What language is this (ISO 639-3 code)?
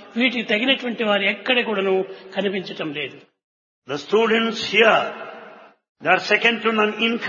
tel